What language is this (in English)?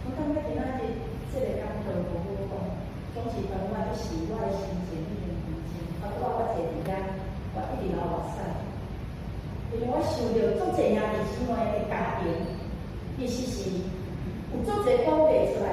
Min Nan Chinese